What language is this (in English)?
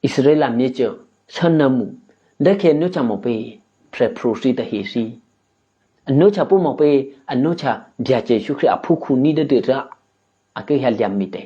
Eastern Kayah